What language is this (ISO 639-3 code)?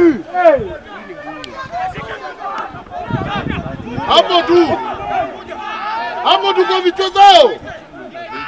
swa